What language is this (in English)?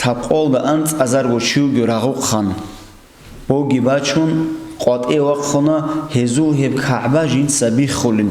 Avaric